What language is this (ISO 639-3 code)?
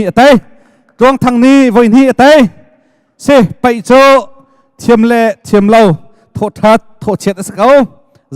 cnh